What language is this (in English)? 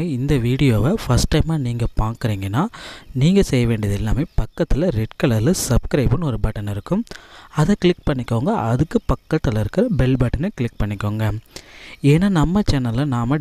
Tamil